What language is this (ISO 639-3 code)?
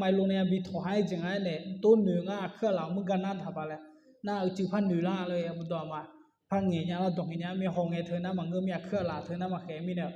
ahk